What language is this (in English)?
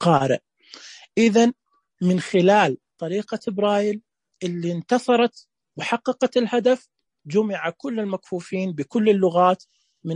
Najdi Arabic